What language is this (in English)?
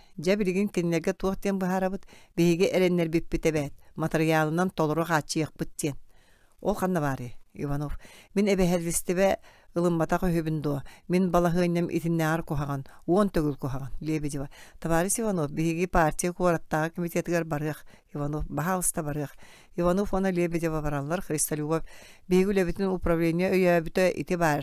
Yakut